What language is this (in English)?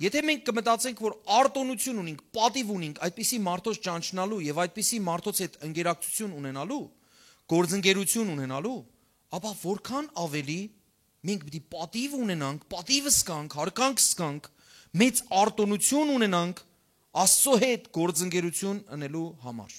Western Armenian